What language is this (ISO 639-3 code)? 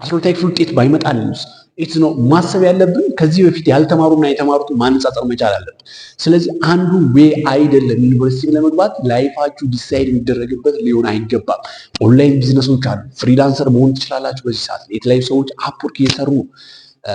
amh